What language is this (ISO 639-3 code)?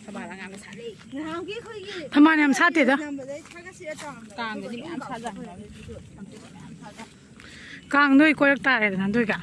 mni